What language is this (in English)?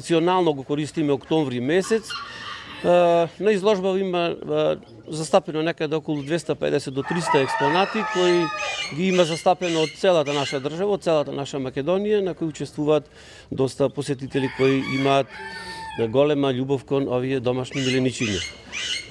Macedonian